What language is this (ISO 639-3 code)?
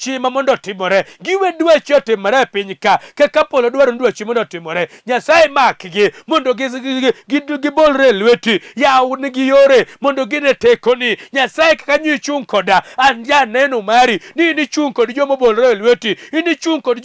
luo